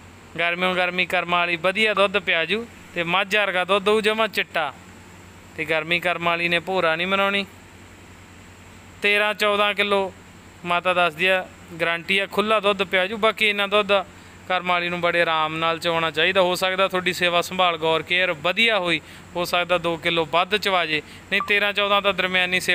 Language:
Punjabi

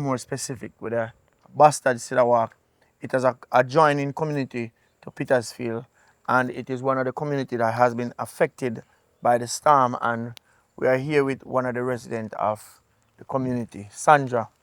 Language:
Jamaican Creole English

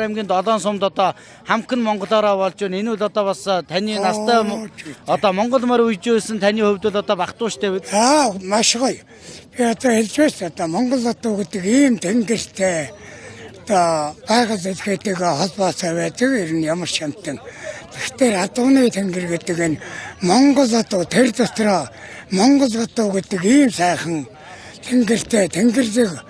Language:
Mongolian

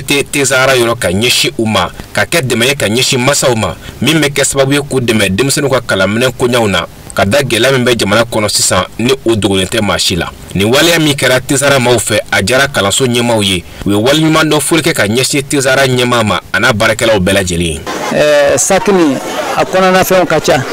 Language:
Bambara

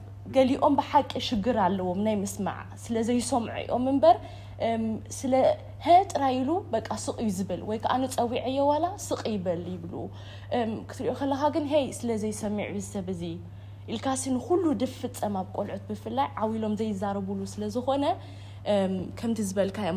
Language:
Tigrinya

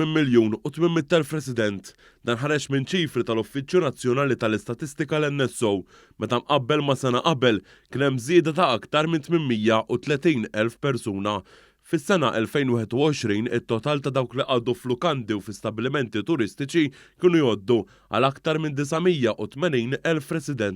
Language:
Maltese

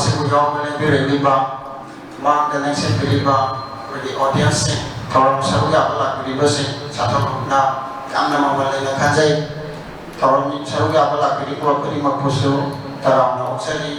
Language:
Manipuri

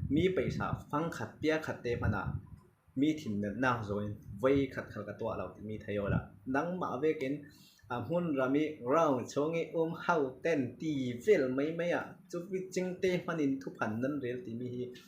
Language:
Falam Chin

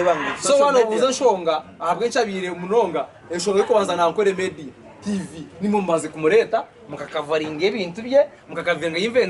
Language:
Nyankole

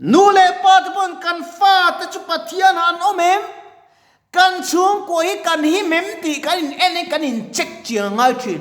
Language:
Mizo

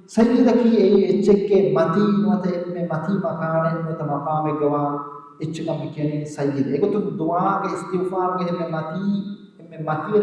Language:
Divehi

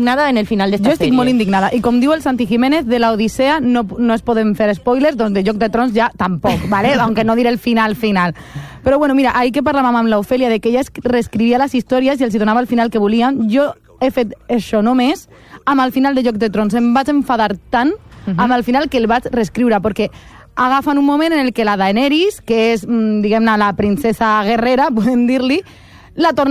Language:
Catalan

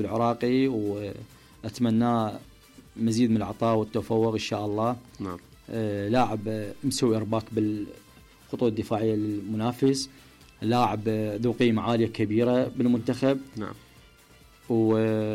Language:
Mesopotamian Arabic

